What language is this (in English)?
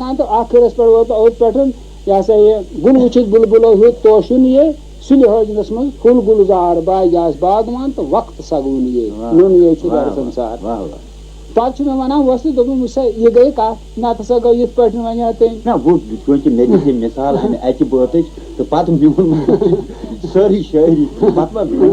Kashmiri